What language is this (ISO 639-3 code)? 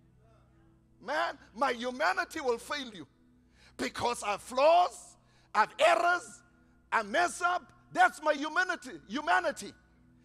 eng